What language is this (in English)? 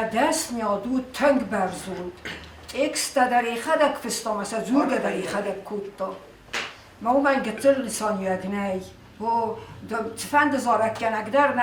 Ossetic